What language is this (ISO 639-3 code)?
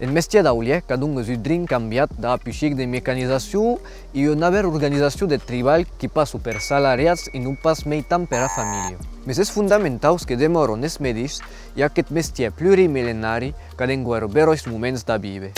oci